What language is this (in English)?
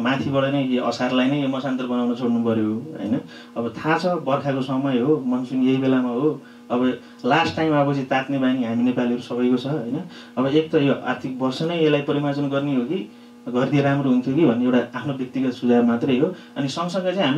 Nepali